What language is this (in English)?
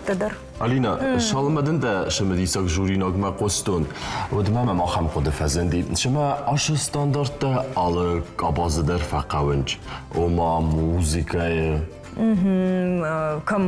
Ossetic